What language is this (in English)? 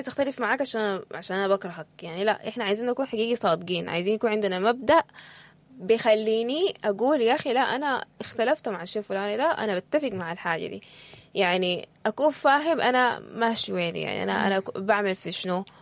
Sudanese Arabic